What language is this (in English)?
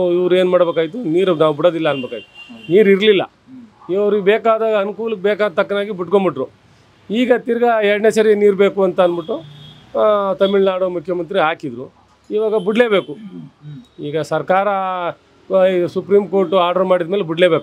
Kannada